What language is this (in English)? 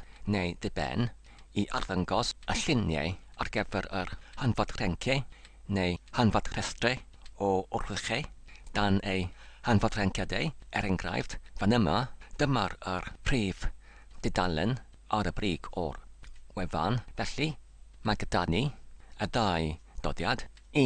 Welsh